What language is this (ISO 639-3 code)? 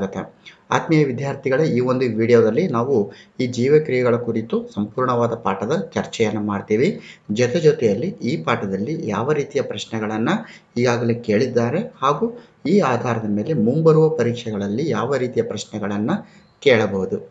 kan